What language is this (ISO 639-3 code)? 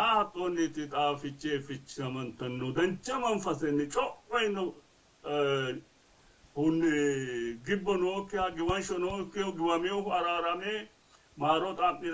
sid